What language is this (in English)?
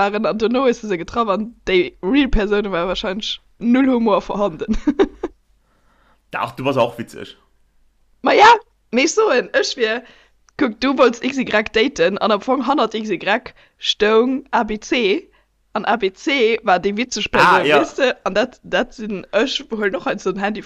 Luxembourgish